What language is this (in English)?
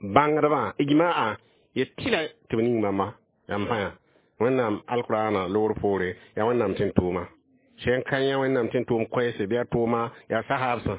Mossi